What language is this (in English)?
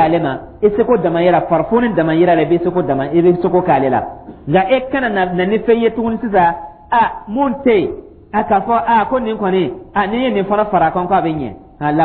Dyula